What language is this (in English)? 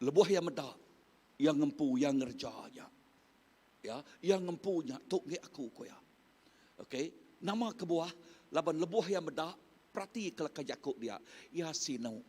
Iban